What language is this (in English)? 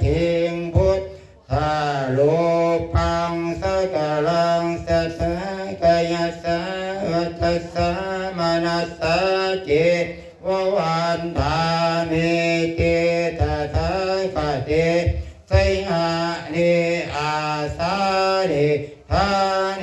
Pali